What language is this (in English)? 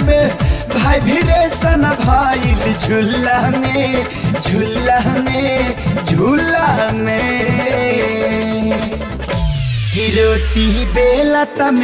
Bhojpuri